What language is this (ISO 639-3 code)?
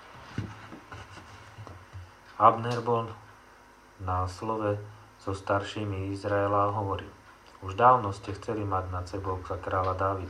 slk